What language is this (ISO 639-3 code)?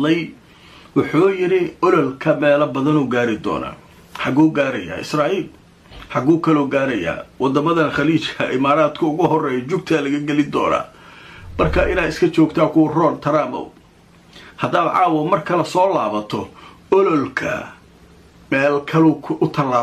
som